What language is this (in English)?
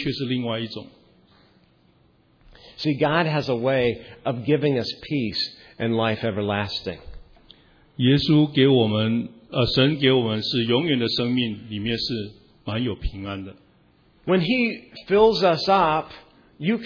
Chinese